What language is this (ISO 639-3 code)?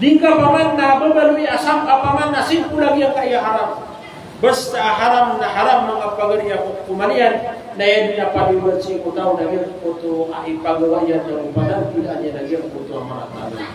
mrw